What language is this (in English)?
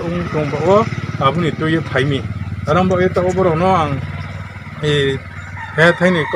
Riang (India)